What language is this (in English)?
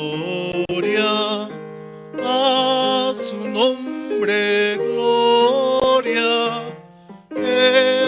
Aymara